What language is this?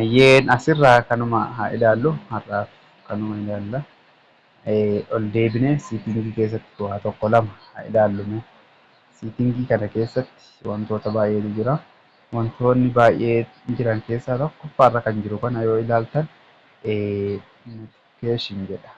Oromo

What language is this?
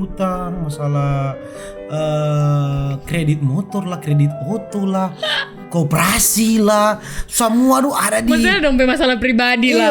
Manado Malay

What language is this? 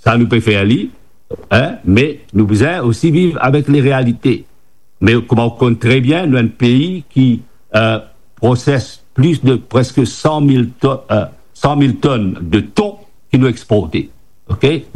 Morisyen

